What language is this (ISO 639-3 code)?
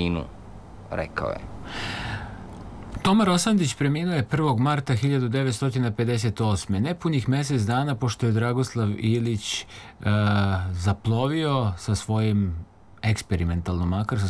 srp